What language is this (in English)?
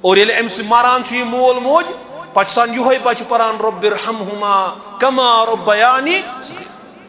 Kashmiri